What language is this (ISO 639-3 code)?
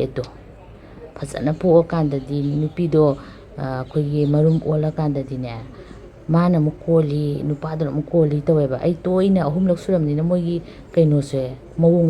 mni